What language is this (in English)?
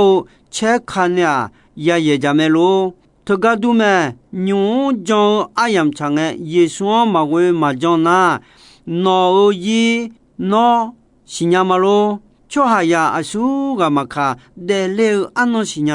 Akha